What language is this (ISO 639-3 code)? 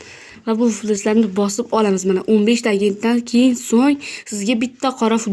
uzb